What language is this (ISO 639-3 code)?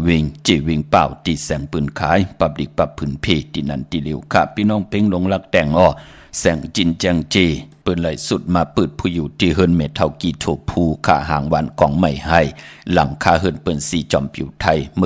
shn